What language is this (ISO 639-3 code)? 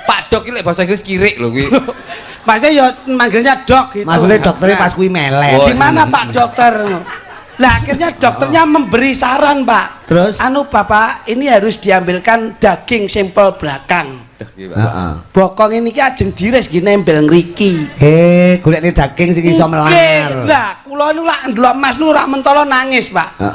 jav